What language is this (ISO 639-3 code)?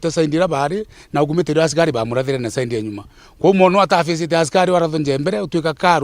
mer